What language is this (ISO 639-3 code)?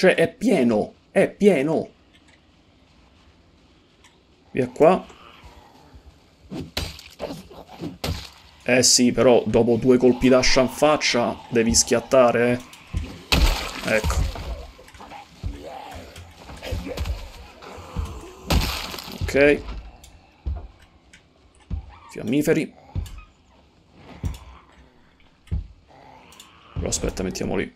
ita